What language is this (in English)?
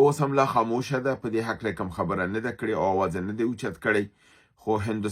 Pashto